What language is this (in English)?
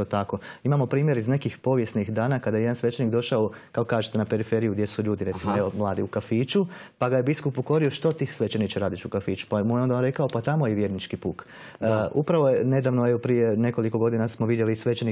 Croatian